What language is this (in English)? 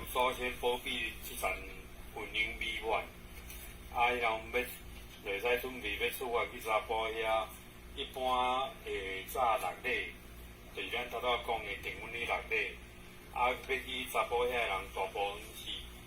Min Nan Chinese